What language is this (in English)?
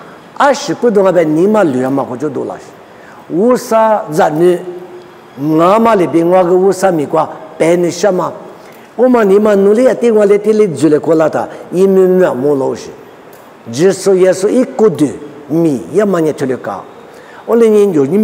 Lisu